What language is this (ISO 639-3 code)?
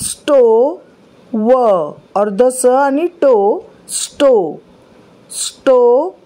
kok